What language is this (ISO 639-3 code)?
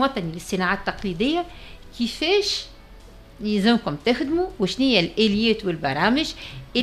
aeb